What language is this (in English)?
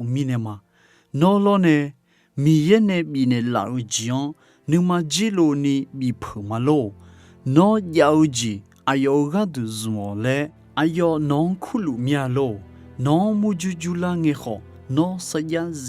Akha